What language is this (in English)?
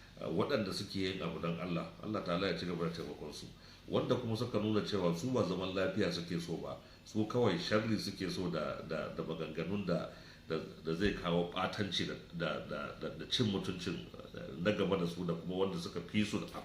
Hausa